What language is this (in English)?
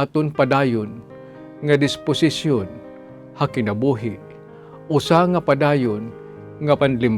Waray